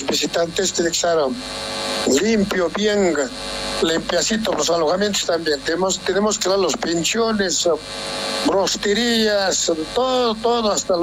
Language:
Quechua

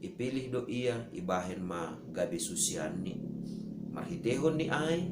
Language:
Batak Simalungun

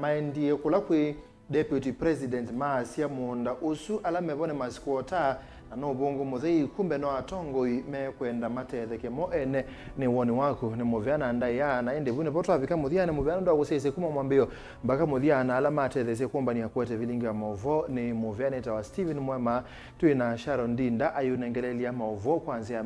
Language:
Kamba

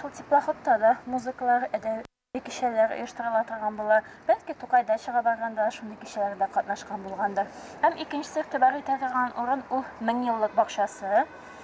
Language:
Tatar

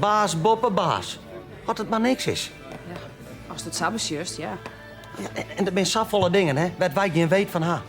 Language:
Western Frisian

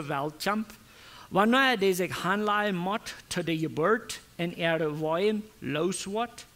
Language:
Plautdietsch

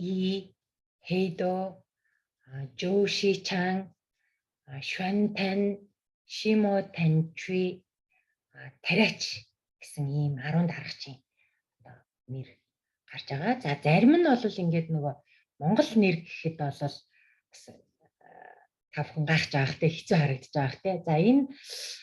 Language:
Mongolian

